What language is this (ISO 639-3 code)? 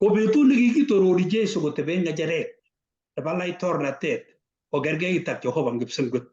kln